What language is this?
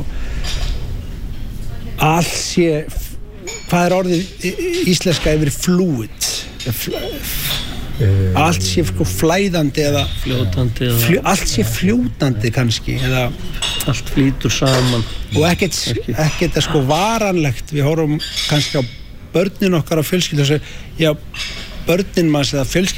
Icelandic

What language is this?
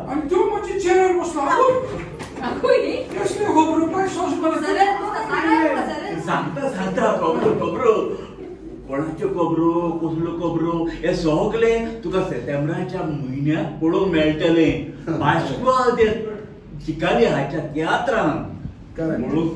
Konkani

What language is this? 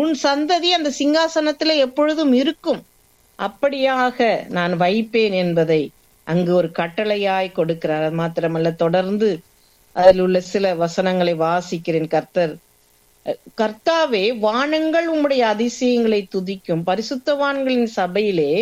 Tamil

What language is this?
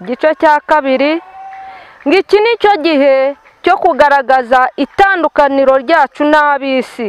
Kinyarwanda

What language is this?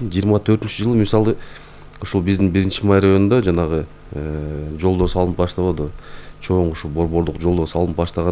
Kyrgyz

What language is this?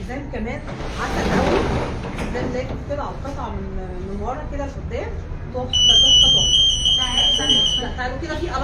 Egyptian Arabic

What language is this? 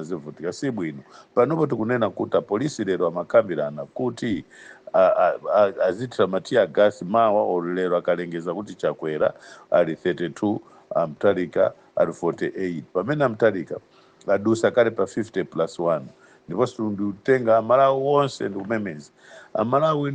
Nyanja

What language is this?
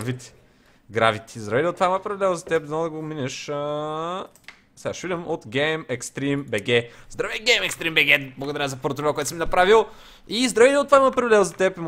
Bulgarian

